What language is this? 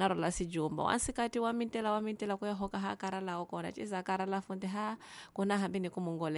Tsonga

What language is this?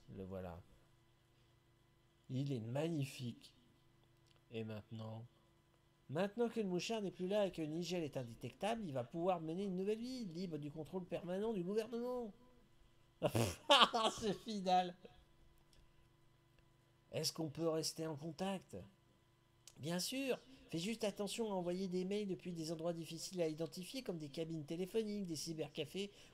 French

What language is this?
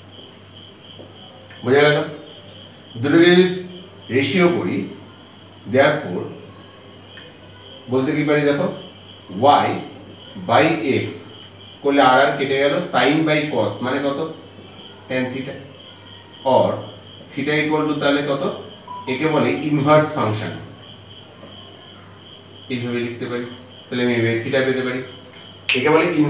Bangla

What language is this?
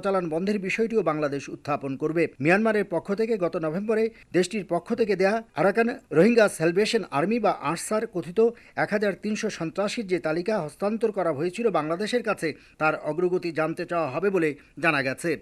Bangla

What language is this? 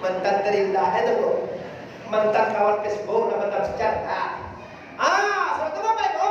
Minangkabau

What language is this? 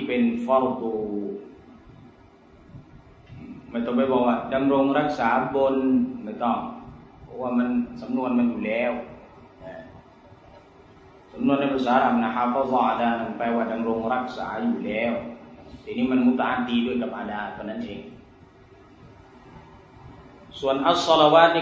Thai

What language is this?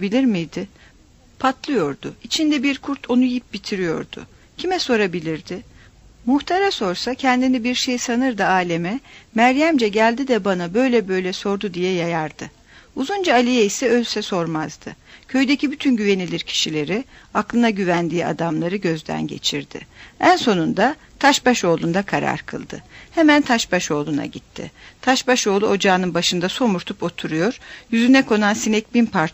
Turkish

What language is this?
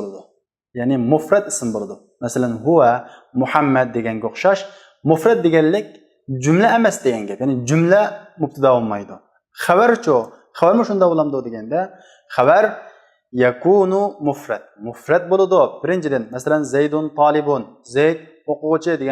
Uyghur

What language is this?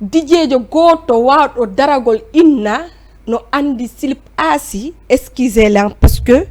Fula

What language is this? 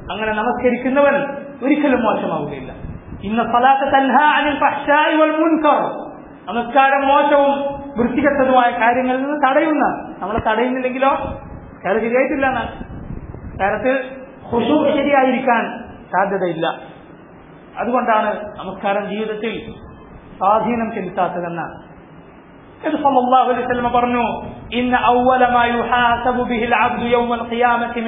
Malayalam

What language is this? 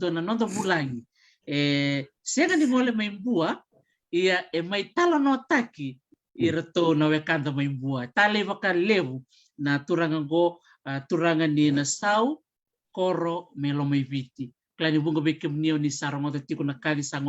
Fijian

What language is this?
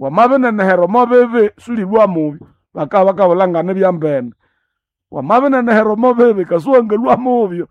Nande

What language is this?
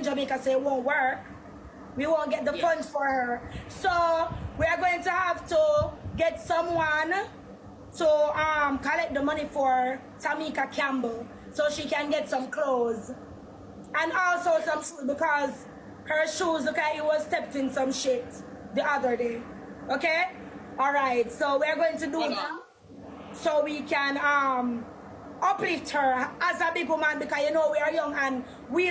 Jamaican Creole English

